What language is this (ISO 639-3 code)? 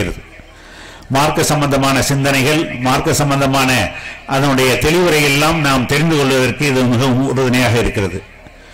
tam